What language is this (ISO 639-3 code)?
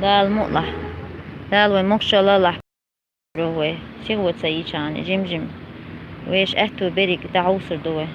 che